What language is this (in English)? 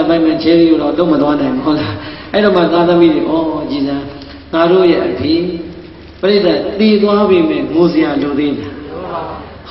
Burmese